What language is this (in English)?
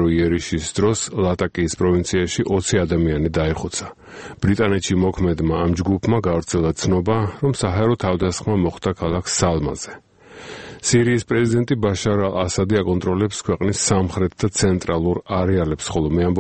Georgian